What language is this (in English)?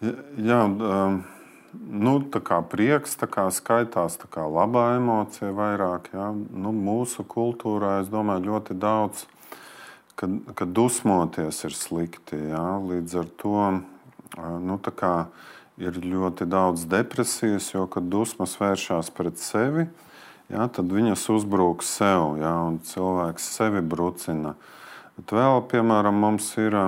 Latvian